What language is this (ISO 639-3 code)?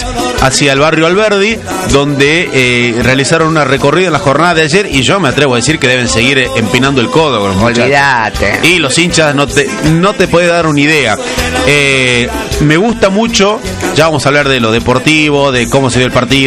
spa